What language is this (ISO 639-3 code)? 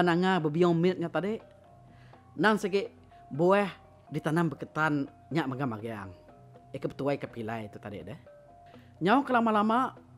iba